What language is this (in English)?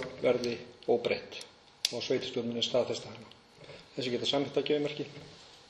Icelandic